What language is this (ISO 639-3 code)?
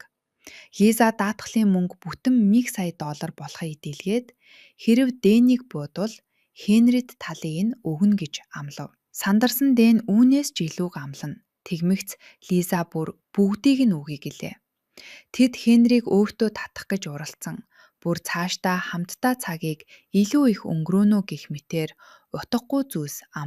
mon